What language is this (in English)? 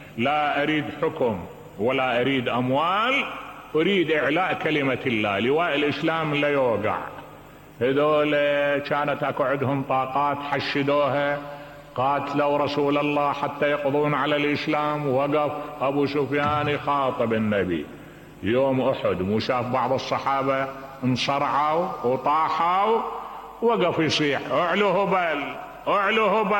Mesopotamian Arabic